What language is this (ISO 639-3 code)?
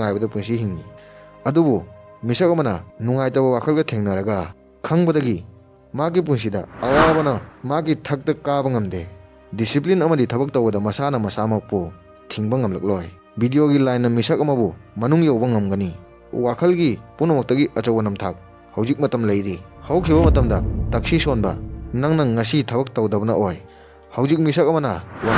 mni